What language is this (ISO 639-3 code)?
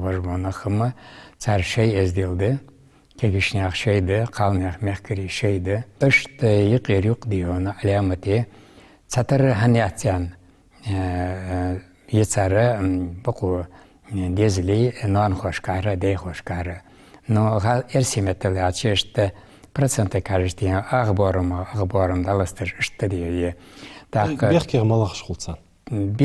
inh